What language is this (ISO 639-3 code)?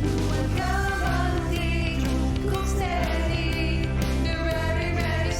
iba